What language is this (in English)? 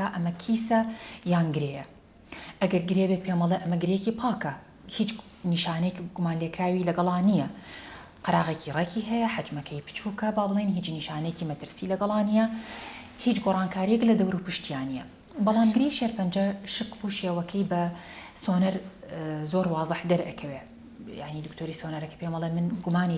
Central Kurdish